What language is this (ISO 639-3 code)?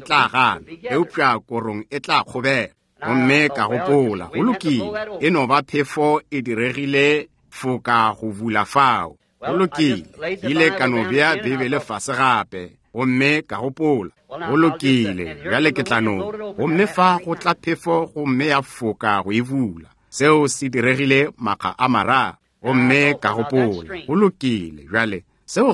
nso